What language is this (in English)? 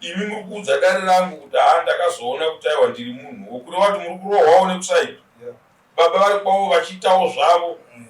Shona